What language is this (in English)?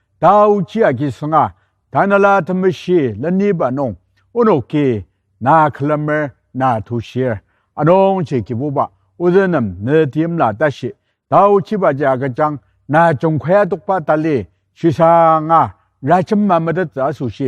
Ao Naga